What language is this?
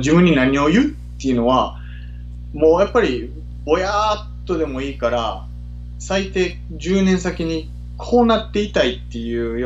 Japanese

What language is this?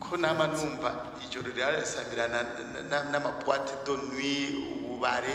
Rundi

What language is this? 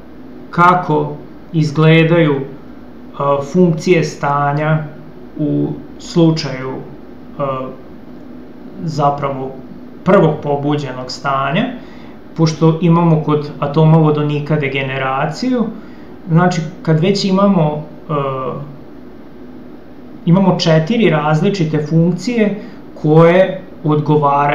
Serbian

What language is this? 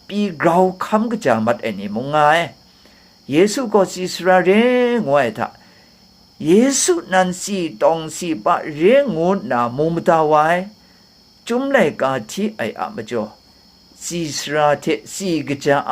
Kachin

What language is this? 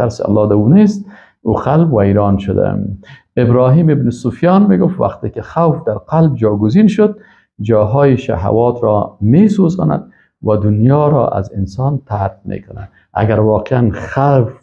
Persian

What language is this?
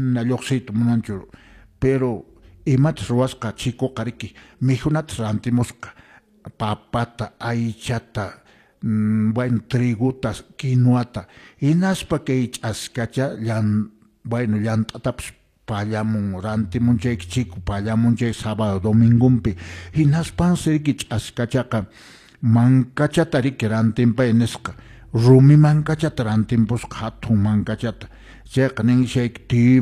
Quechua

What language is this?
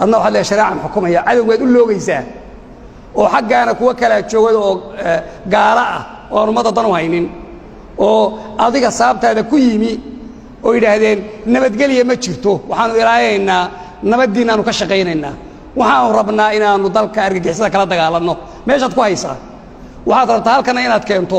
Somali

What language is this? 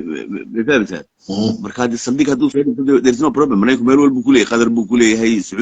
Somali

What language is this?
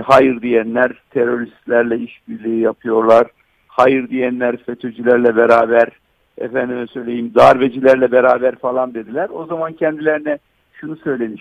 Turkish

